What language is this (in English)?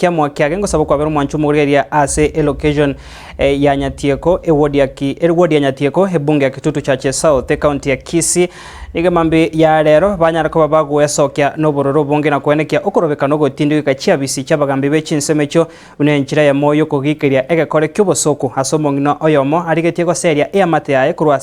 Gusii